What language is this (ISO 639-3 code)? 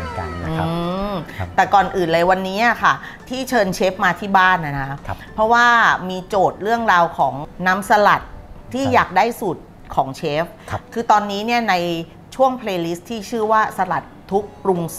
tha